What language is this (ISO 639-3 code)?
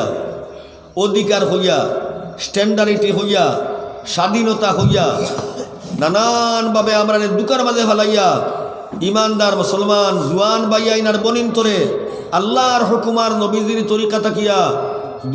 syl